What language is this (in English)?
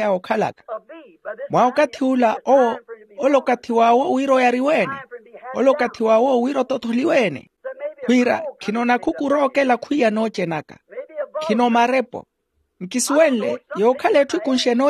Makhuwa